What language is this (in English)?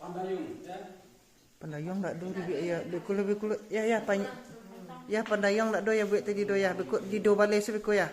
Minangkabau